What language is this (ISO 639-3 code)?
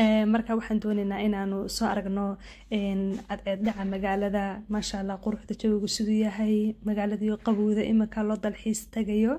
som